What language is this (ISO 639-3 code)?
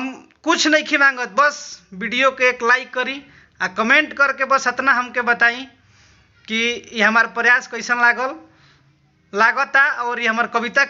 bho